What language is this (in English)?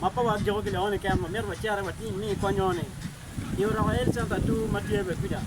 Acoli